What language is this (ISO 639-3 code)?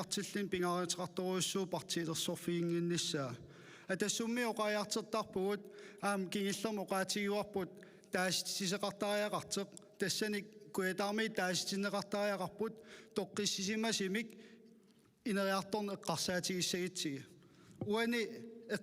kal